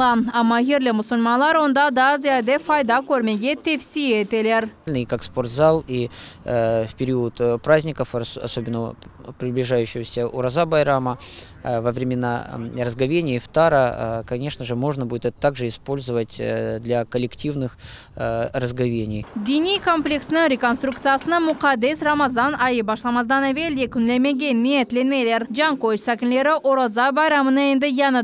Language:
Crimean Tatar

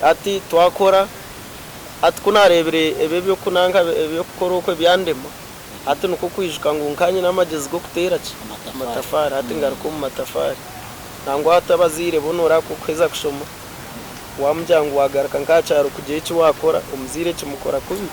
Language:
Nyankole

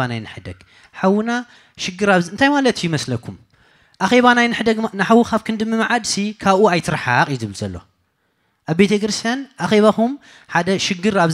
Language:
Tigrinya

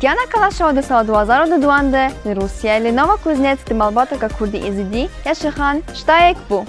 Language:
Kurdish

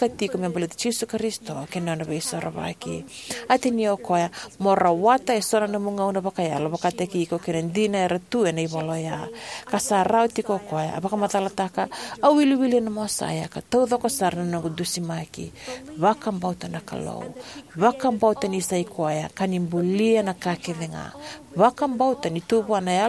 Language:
Fijian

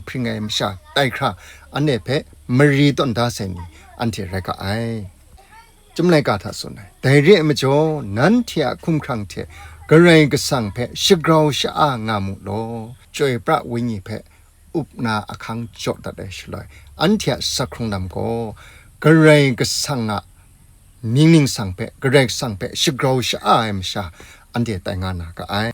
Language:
Kachin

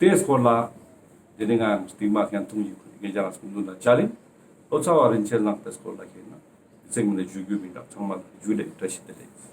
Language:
Ladakhi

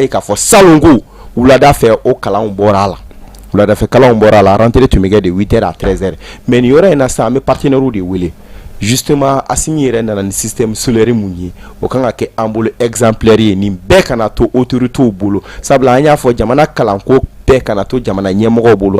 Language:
Bambara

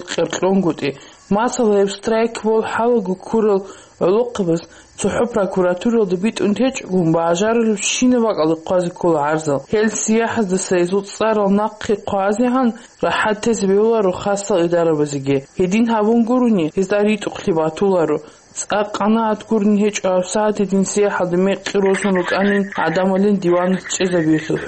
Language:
Avaric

